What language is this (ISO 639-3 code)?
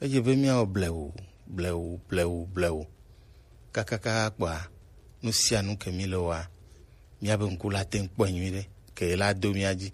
gej